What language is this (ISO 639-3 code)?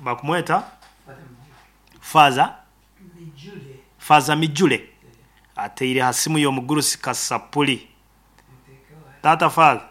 nyo